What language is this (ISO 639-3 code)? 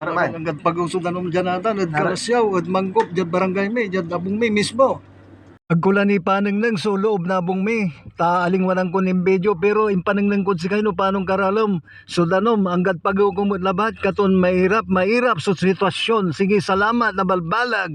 pag